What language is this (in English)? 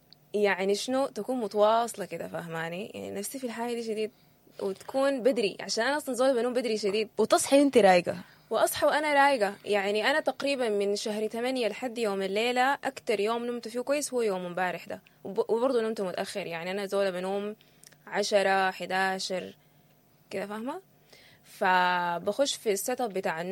Sudanese Arabic